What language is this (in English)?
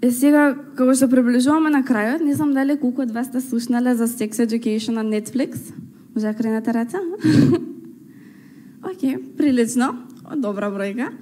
Macedonian